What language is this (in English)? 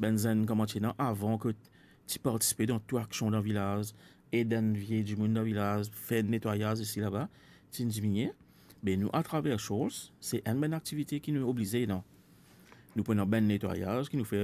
Morisyen